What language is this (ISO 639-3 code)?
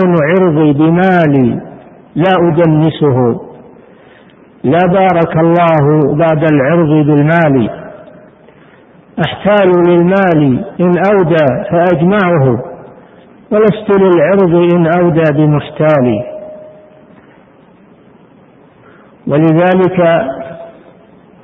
ara